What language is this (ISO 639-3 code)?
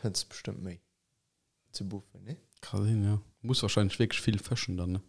ltz